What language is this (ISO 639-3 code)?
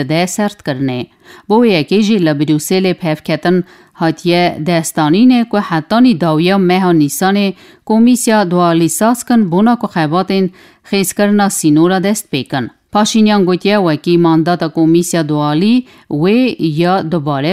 kur